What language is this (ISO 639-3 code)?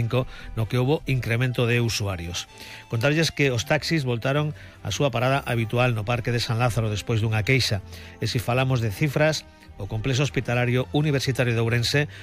glg